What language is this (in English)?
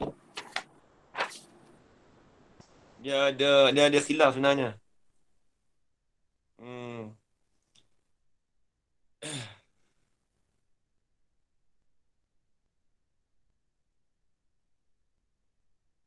Malay